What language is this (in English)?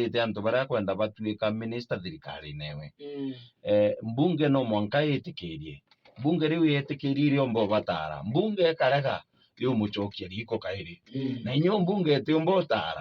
Meru